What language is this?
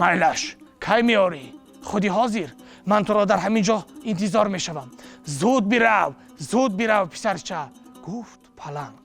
Tajik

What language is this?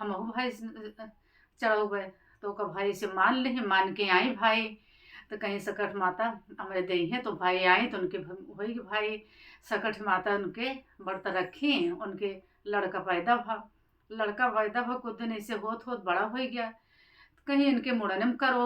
Awadhi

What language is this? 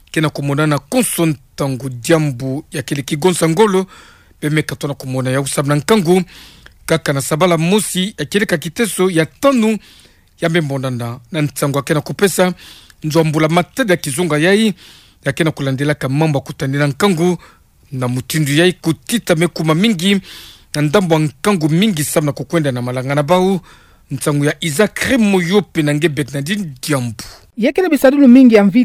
Kituba (Democratic Republic of Congo)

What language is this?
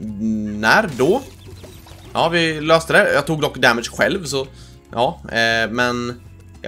Swedish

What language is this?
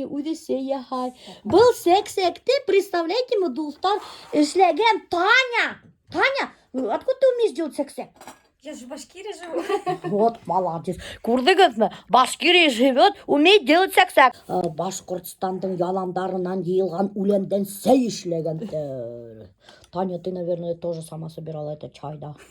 Bashkir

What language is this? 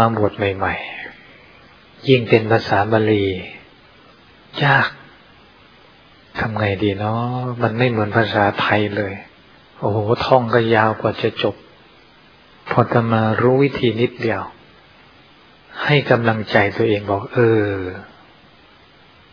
Thai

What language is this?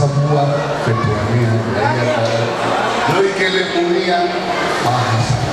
Nias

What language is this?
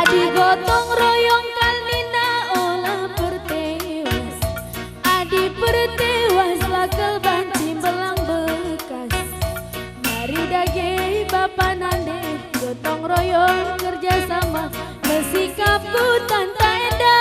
Batak Karo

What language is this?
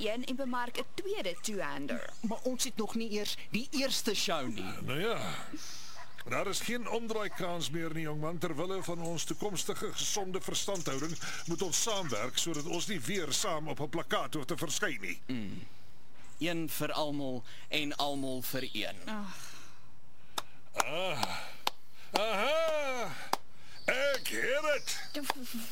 Afrikaans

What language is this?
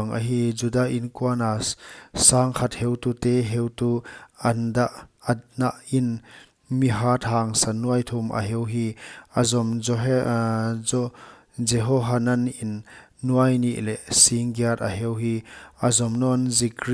Paite Chin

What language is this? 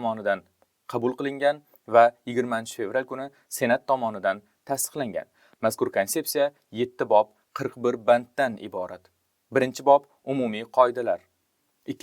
Uzbek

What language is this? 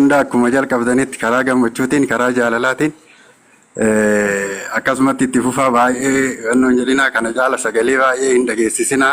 Oromo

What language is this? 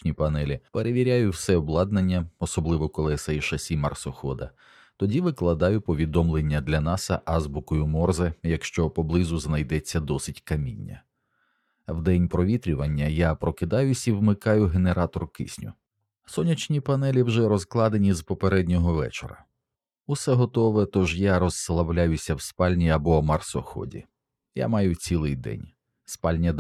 Ukrainian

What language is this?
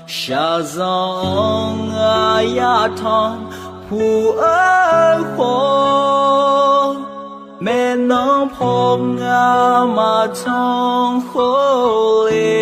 Akha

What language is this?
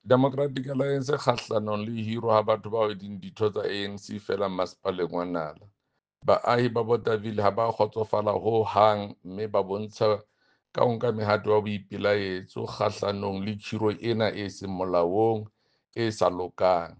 Southern Sotho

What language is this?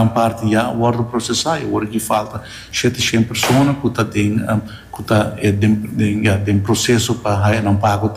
Papiamento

